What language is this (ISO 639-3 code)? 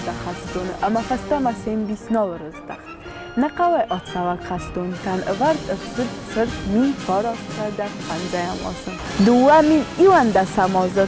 oss